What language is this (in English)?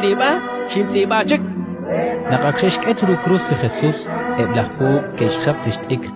Kekchí